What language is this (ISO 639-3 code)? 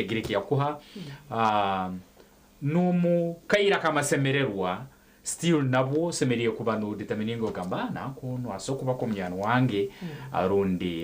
nyn